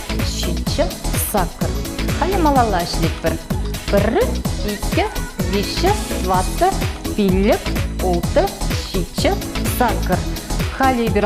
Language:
Chuvash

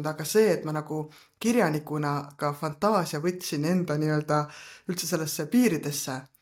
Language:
Estonian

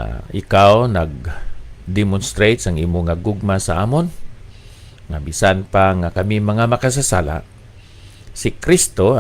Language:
Hiligaynon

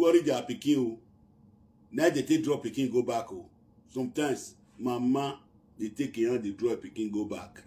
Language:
Nigerian Pidgin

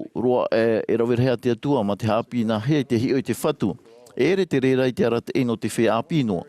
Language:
Tahitian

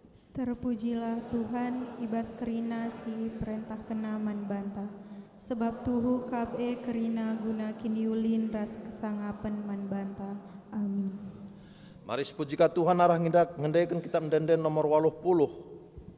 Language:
Batak Karo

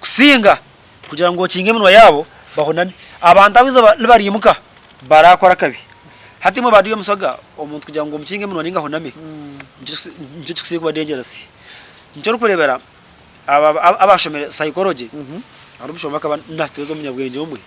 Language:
Nyankole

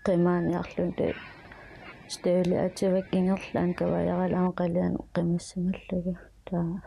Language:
Kalaallisut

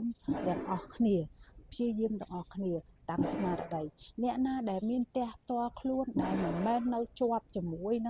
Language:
Khmer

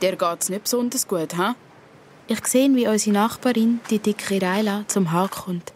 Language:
Swiss German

